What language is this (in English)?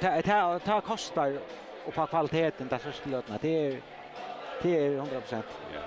Faroese